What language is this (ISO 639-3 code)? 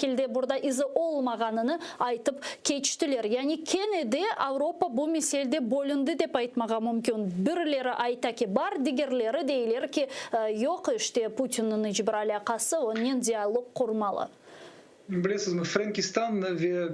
crh